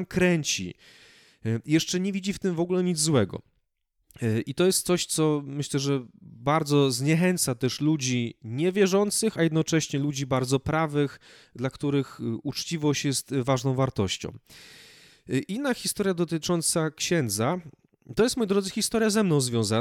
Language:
Polish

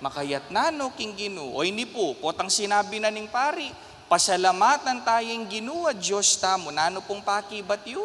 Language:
Pampanga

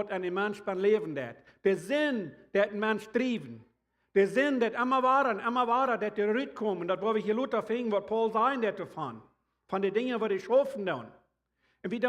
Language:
Plautdietsch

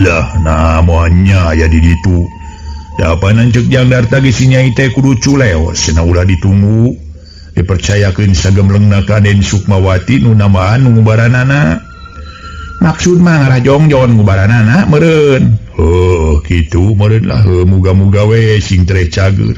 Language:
Sundanese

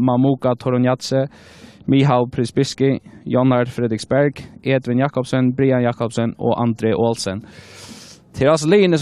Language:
Faroese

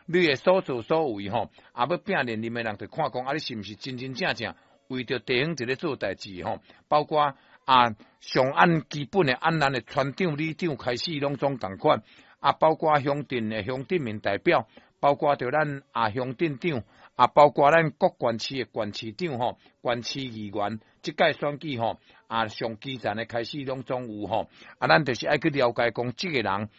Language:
Min Nan Chinese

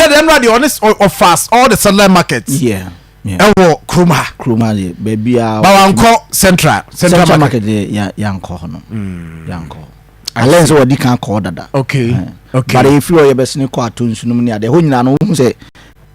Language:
Akan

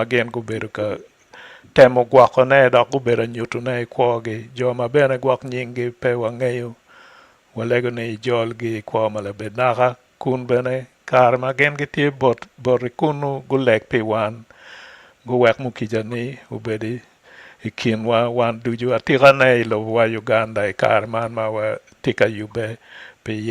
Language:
Acoli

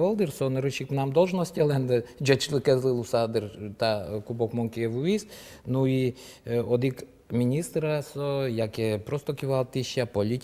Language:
Udmurt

